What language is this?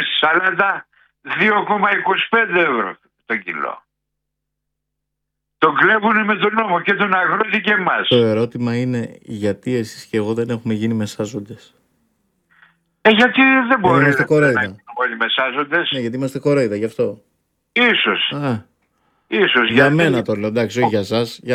Greek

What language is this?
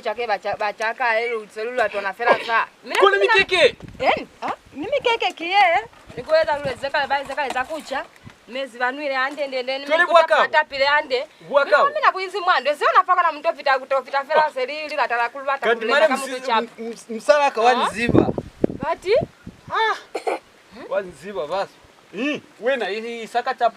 Lozi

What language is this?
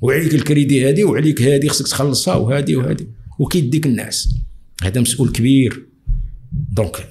Moroccan Arabic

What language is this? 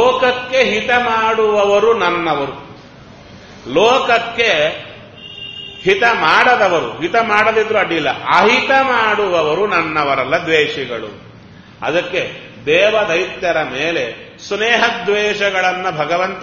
Kannada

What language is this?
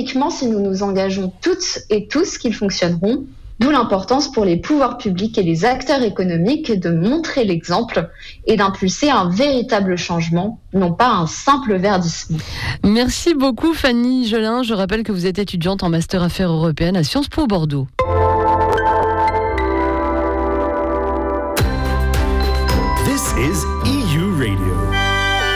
French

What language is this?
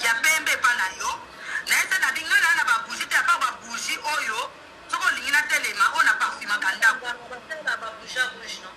Lingala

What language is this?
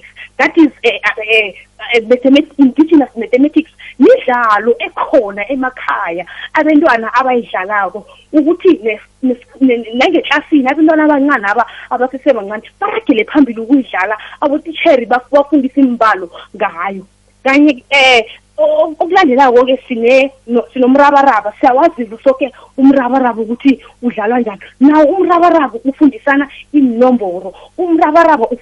South Ndebele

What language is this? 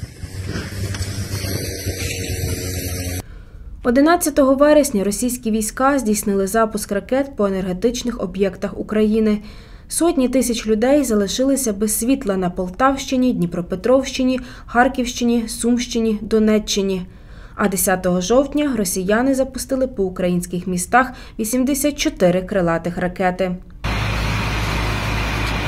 Ukrainian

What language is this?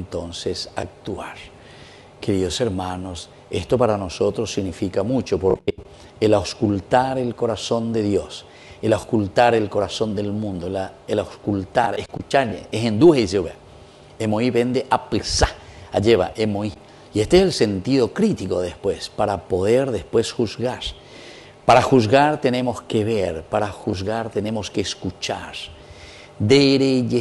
Spanish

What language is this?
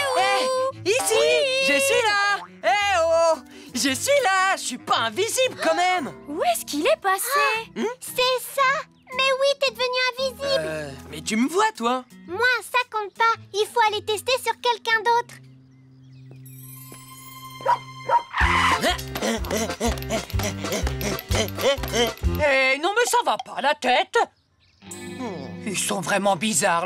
French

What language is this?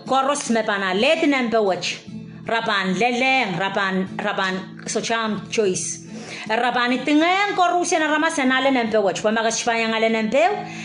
Pohnpeian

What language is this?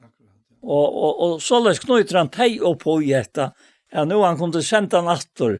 Faroese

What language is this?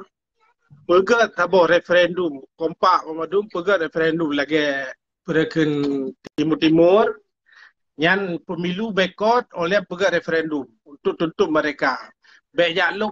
Achinese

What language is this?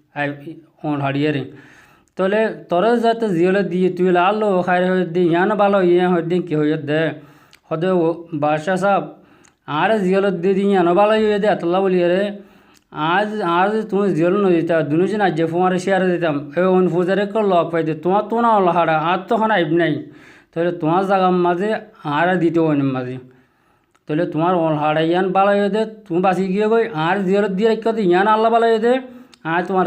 Rohingya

